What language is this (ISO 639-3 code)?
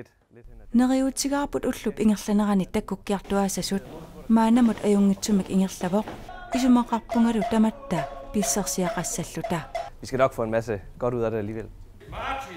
kal